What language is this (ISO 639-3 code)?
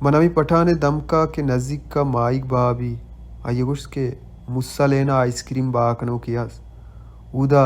bal